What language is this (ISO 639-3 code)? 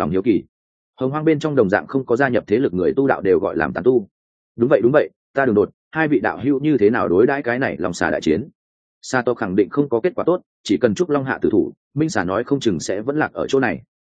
vie